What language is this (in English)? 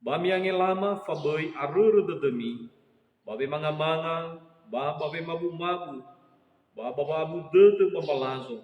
Nias